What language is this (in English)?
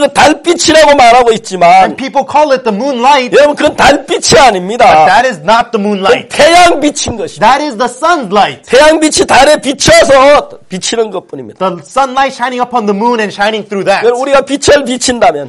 Korean